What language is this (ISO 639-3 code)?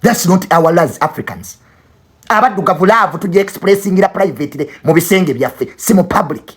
lug